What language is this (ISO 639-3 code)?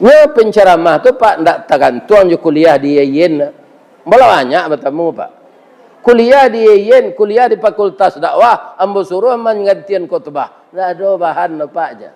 min